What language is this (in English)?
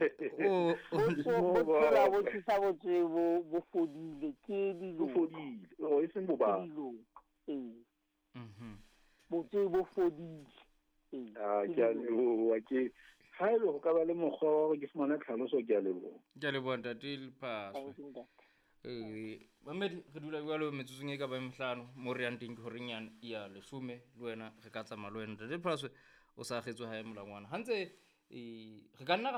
Southern Sotho